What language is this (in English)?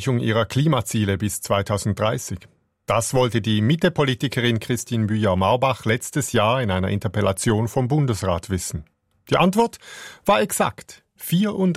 German